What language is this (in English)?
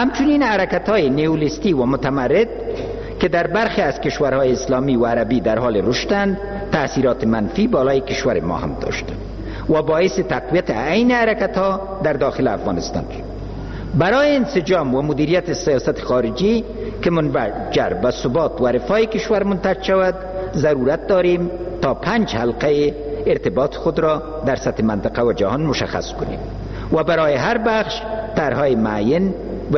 Persian